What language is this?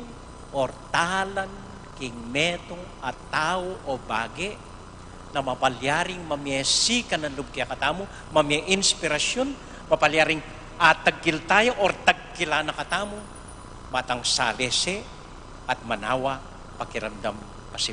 Pampanga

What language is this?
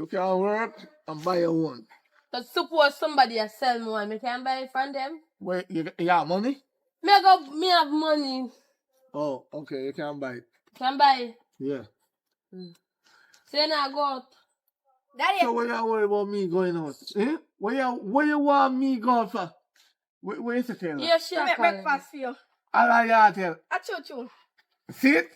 Jamaican Creole English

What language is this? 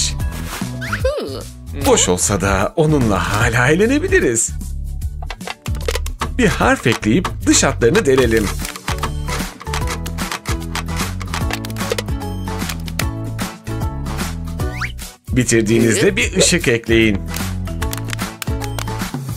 Turkish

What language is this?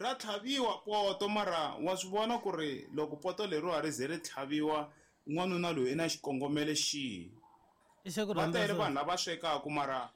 Tsonga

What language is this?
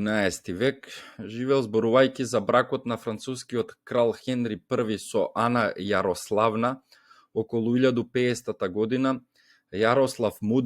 Macedonian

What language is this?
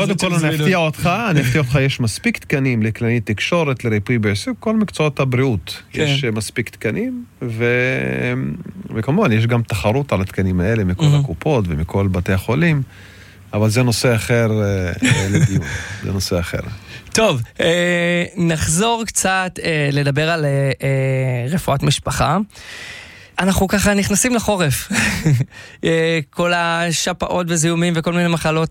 Hebrew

